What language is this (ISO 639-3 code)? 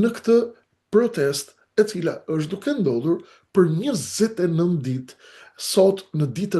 sqi